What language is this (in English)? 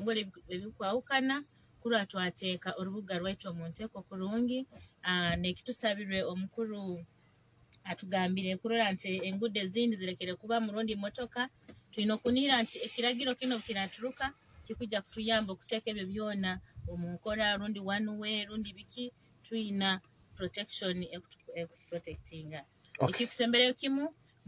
Nyoro